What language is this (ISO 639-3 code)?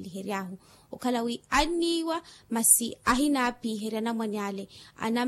vmw